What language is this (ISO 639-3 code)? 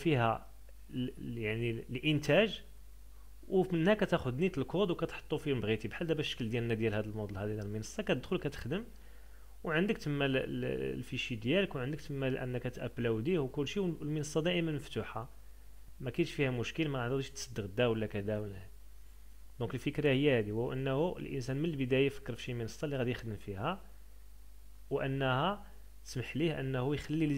ary